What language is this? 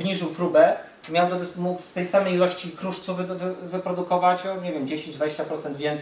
Polish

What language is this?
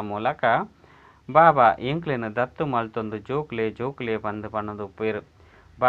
Tulu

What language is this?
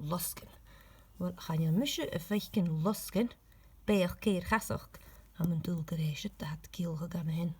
Scottish Gaelic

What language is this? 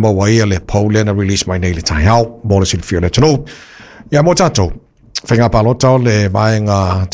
Samoan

